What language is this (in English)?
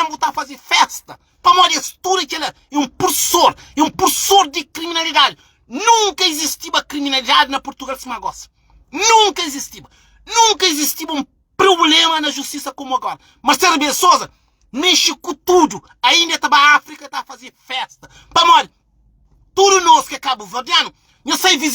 Kabuverdianu